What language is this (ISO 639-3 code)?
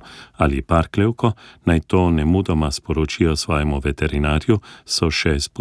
slv